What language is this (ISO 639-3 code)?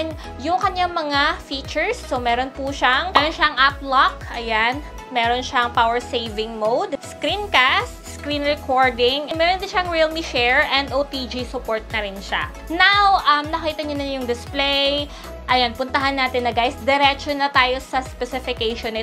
fil